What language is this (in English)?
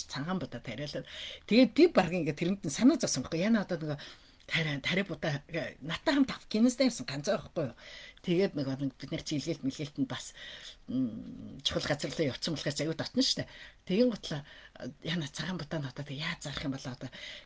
Mongolian